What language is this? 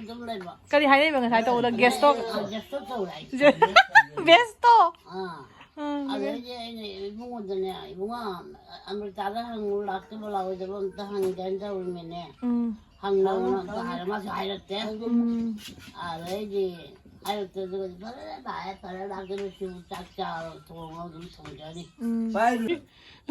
Manipuri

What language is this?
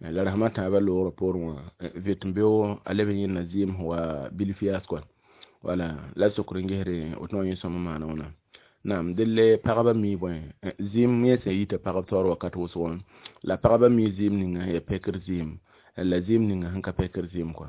Mossi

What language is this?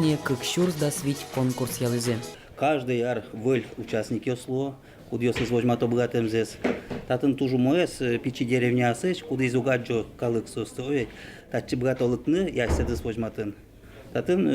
Udmurt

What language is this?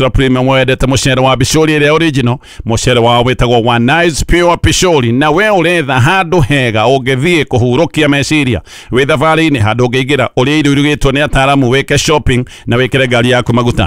Kikuyu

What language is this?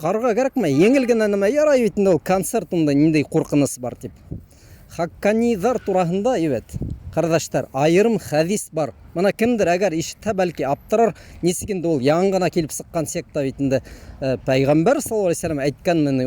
Bashkir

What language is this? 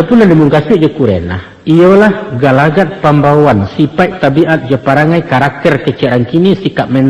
Minangkabau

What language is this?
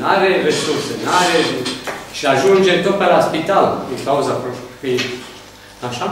Romanian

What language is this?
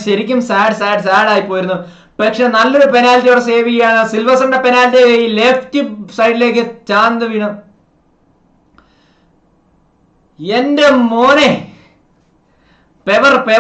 Malayalam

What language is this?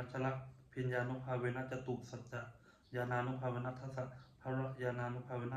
Pali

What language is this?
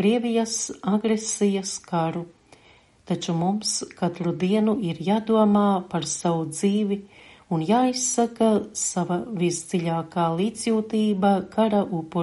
Latvian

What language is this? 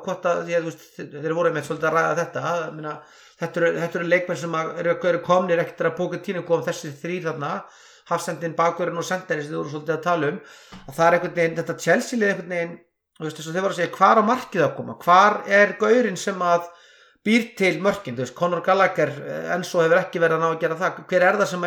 Icelandic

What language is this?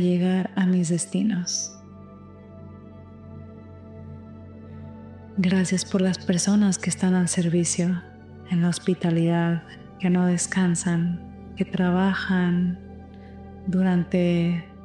Spanish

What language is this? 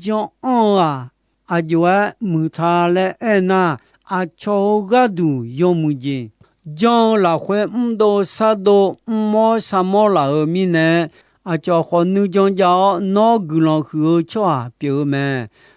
Akha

